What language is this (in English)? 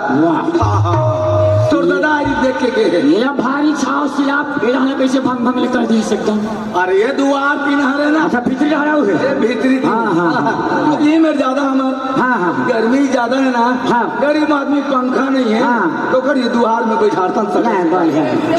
Chhattisgarhi